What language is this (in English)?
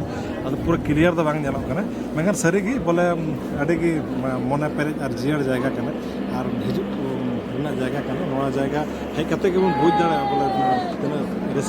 Santali